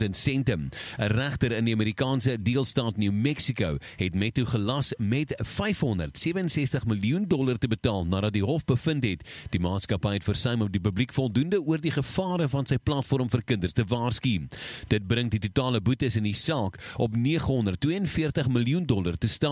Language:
Afrikaans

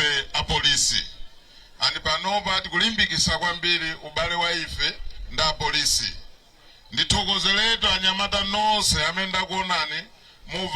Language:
Nyanja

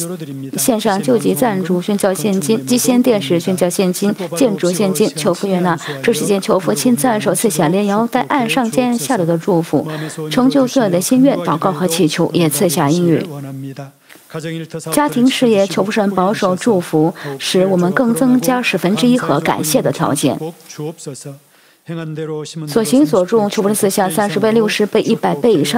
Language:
Chinese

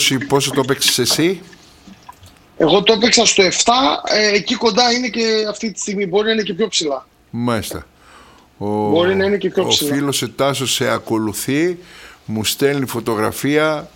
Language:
Greek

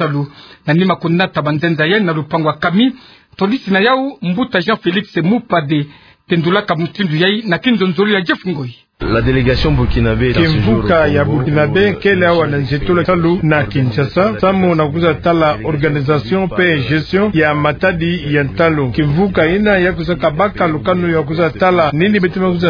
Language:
Kituba (Democratic Republic of Congo)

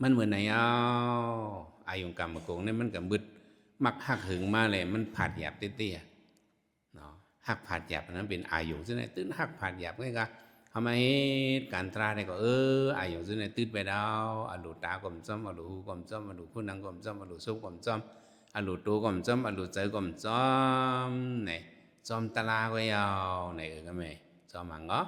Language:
Shan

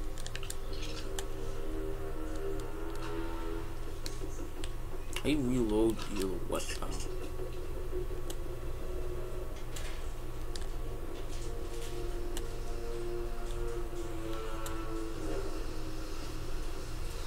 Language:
English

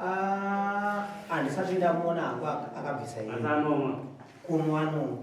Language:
Shona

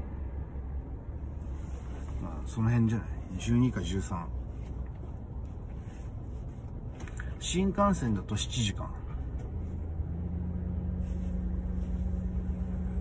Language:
Japanese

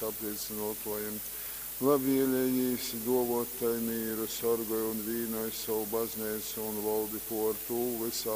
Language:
Latgalian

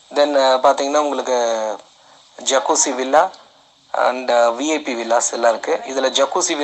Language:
Tamil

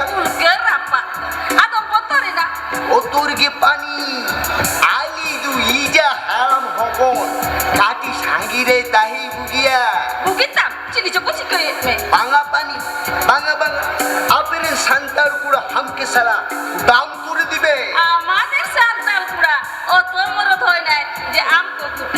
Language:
Santali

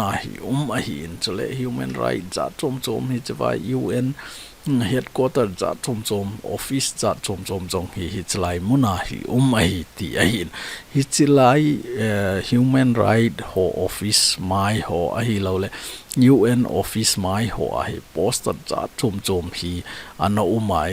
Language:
Thado Chin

